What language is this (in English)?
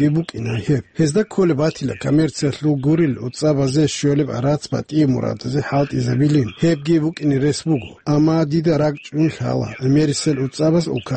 Avaric